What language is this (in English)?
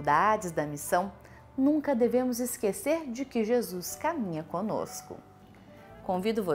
Portuguese